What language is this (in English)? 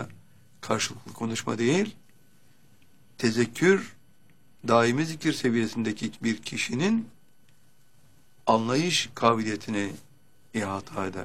Turkish